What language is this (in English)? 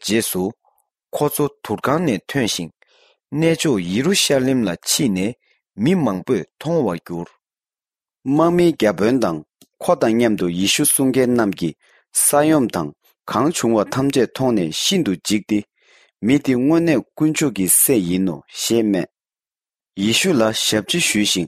Tibetan